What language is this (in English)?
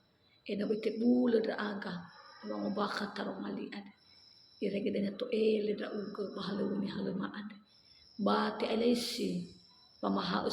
Nias